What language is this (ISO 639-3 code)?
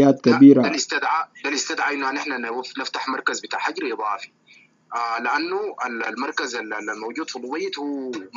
apd